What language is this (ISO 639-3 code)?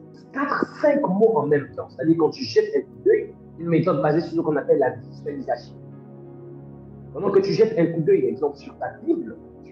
fra